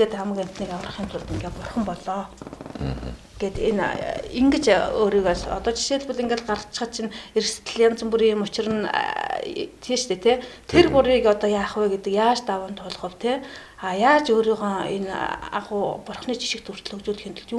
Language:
Mongolian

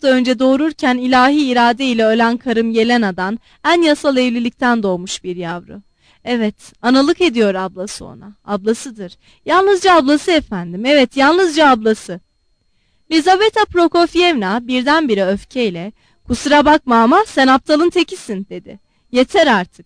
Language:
Turkish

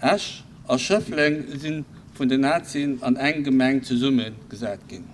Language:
Luxembourgish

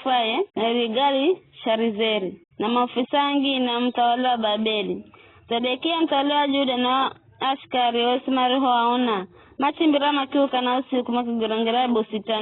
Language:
Giryama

